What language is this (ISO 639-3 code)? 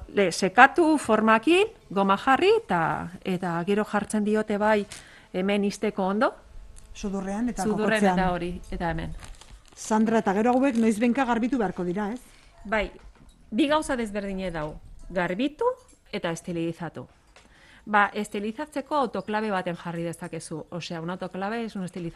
eus